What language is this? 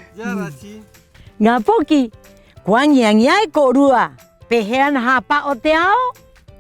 Rapanui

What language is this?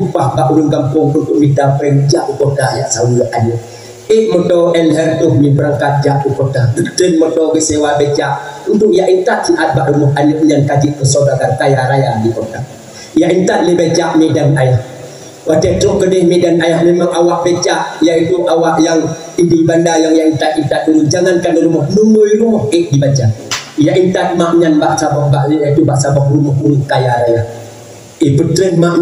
Achinese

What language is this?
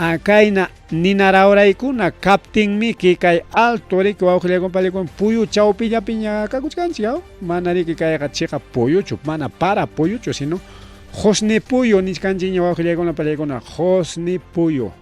Ayacucho Quechua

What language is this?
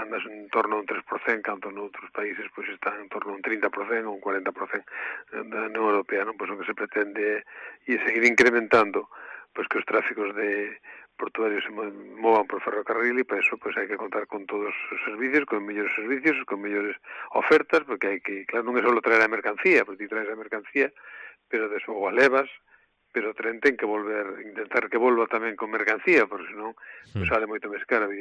Galician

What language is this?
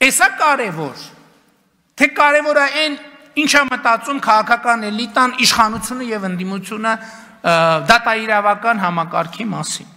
Armenian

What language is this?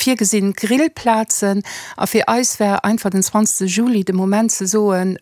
Luxembourgish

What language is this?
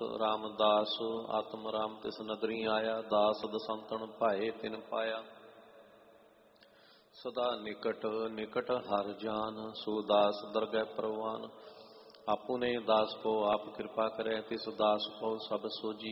Punjabi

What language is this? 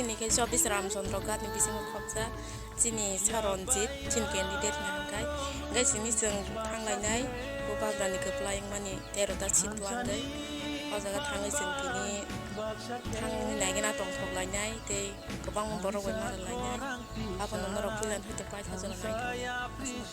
Kok Borok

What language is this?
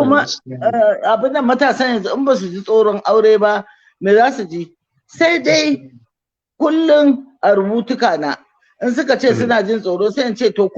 Hausa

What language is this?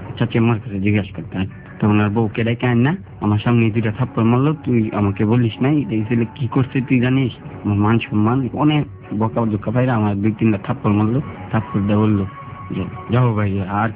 Bangla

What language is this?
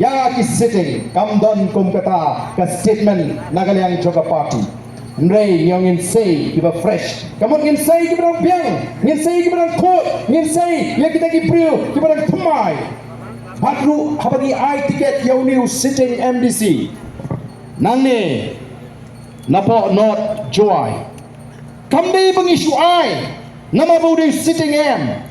Khasi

